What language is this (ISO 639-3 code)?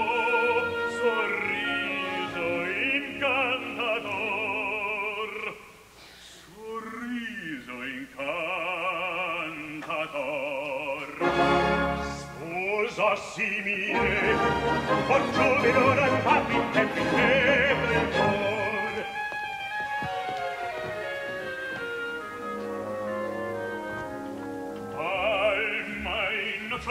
ita